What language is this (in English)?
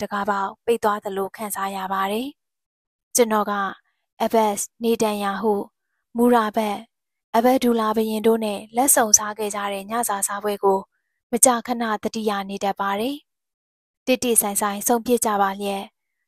Burmese